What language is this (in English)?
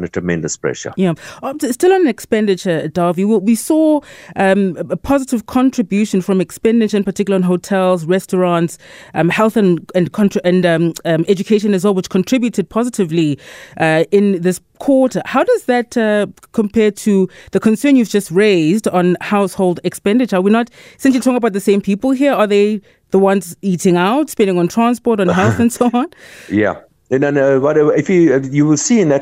English